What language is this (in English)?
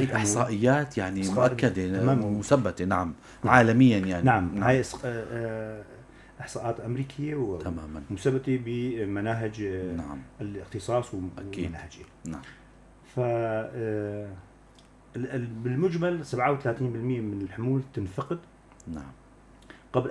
North Levantine Arabic